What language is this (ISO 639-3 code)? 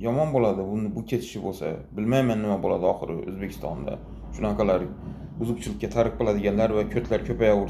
uzb